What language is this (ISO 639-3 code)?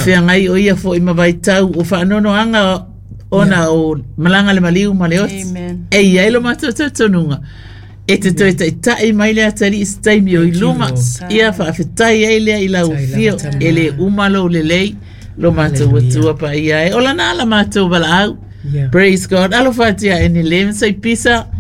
smo